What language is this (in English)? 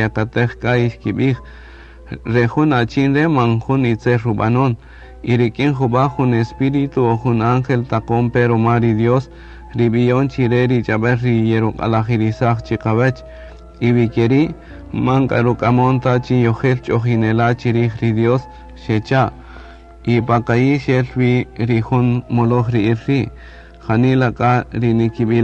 Kaqchikel